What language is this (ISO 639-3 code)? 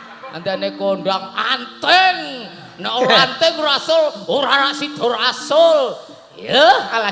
jav